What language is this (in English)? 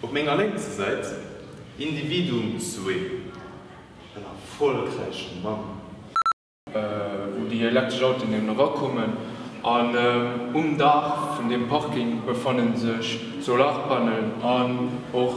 Luxembourgish